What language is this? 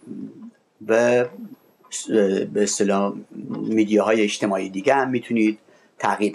Persian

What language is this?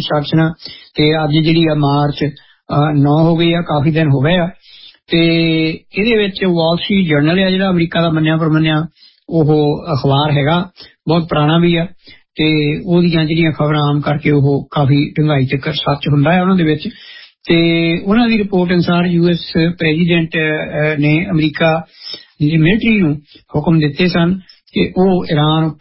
Punjabi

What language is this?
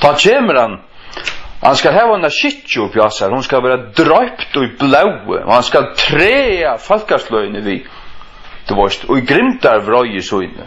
Faroese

